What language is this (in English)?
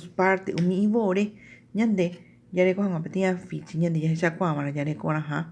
Guarani